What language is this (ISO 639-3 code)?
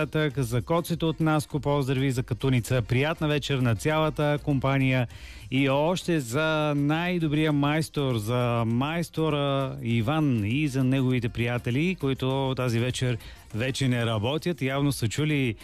bul